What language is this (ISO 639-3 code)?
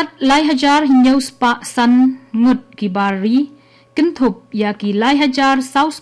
kha